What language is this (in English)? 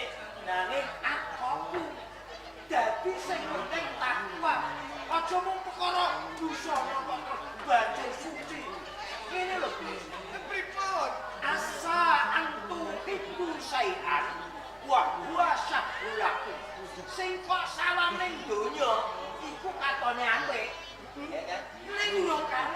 Javanese